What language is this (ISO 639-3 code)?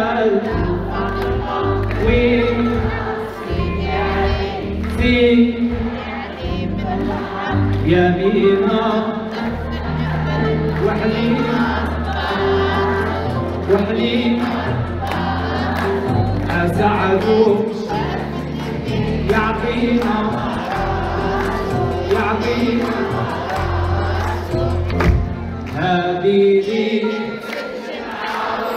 ara